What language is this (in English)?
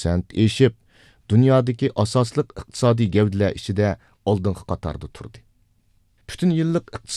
Uyghur